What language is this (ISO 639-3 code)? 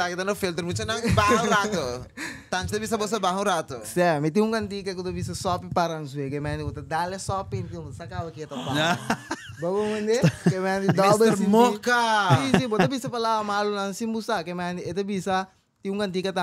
pap